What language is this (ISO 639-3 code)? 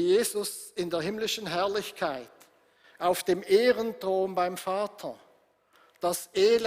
gsw